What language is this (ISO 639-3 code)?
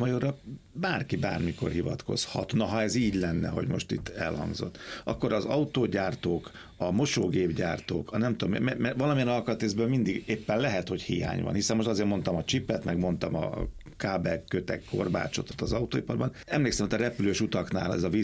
hun